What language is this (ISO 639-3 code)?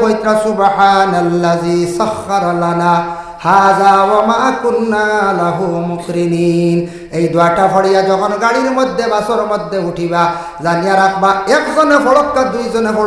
syl